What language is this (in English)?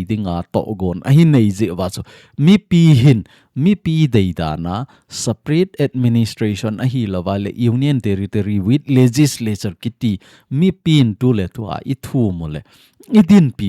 Thado Chin